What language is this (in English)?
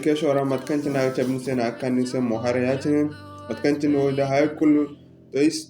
Zarma